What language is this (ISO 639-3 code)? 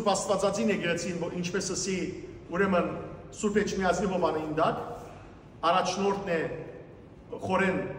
hyw